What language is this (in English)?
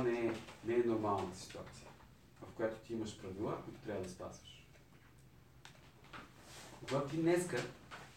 Bulgarian